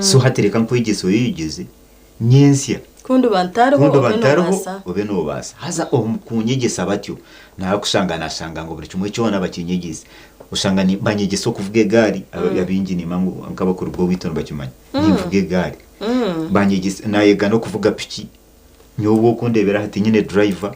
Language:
Nyankole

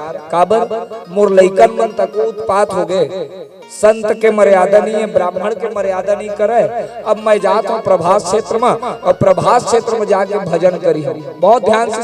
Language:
Chhattisgarhi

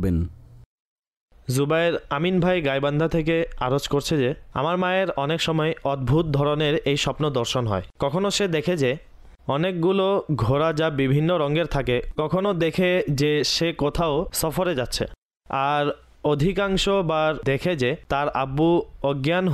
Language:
Bangla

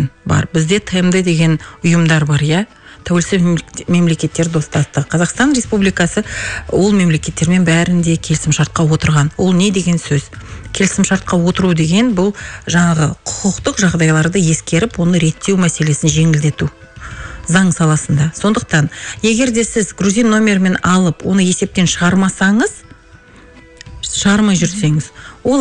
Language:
Kazakh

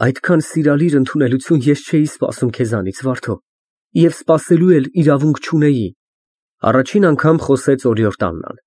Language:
Armenian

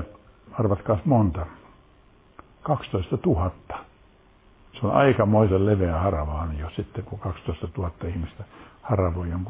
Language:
Finnish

